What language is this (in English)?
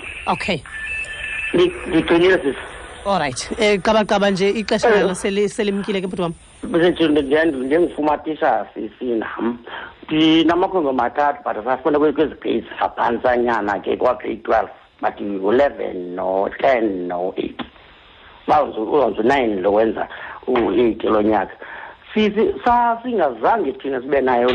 Xhosa